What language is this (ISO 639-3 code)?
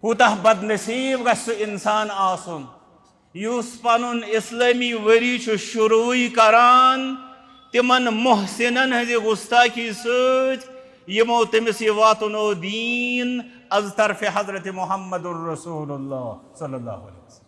kas